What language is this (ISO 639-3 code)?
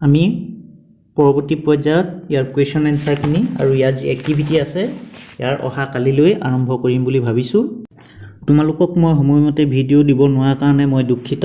asm